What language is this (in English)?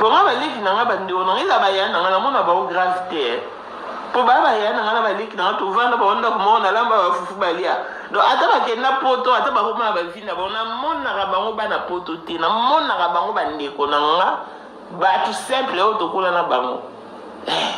Lingala